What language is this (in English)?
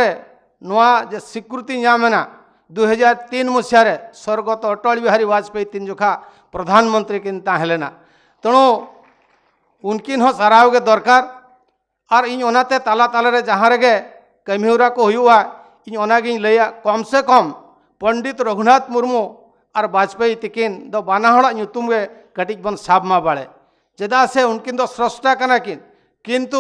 Santali